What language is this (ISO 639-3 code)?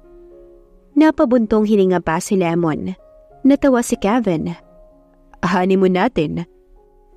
fil